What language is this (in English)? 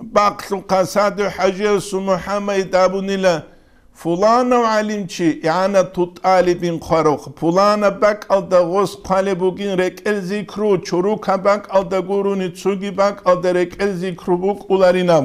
Avaric